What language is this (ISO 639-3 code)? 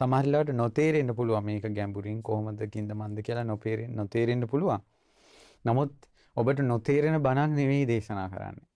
sin